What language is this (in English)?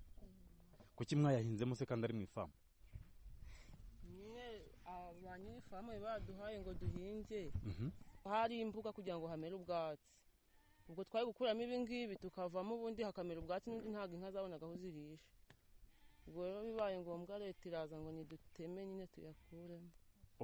Kinyarwanda